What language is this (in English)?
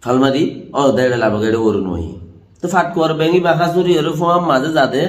Rohingya